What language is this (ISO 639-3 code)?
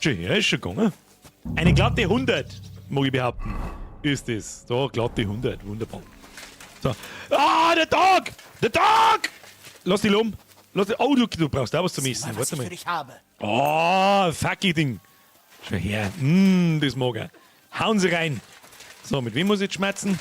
bar